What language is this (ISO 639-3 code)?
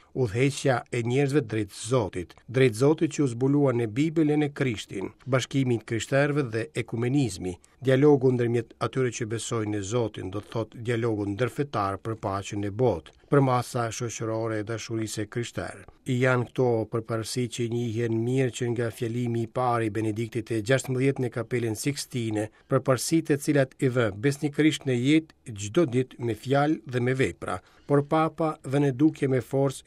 sqi